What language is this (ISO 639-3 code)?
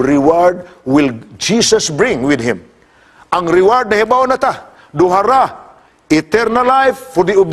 ceb